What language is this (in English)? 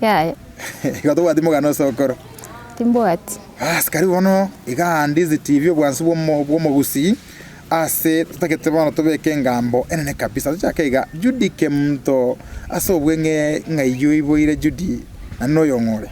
Gusii